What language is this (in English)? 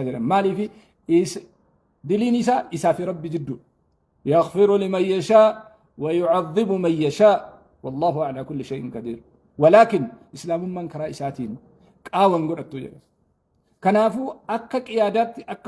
Oromo